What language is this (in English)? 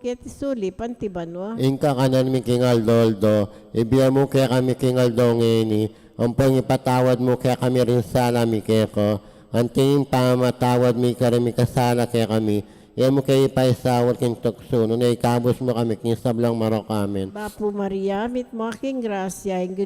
Pampanga